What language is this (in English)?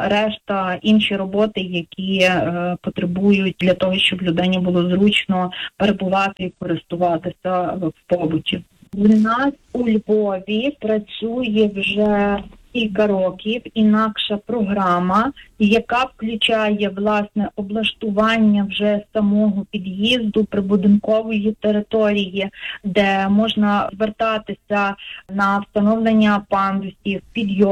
Ukrainian